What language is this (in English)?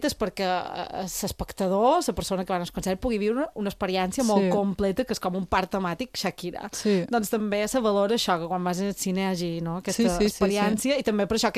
Catalan